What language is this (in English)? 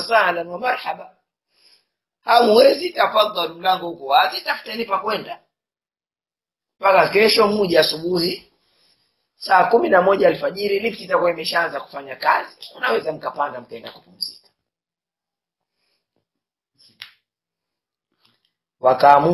Swahili